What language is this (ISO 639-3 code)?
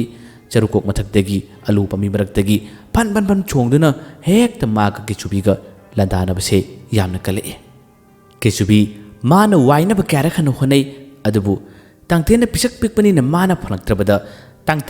mni